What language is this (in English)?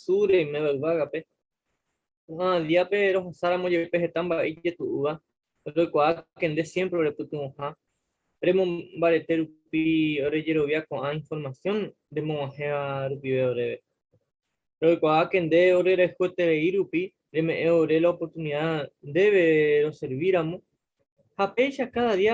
Guarani